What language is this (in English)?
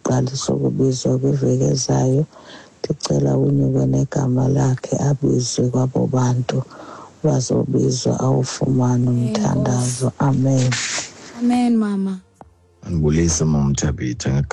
Xhosa